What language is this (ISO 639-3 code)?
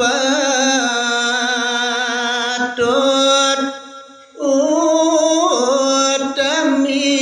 ban